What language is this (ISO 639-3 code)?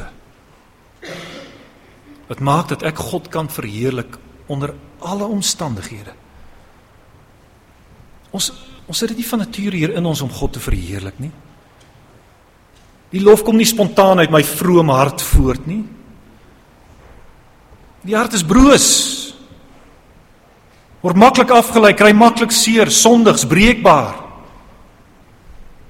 afr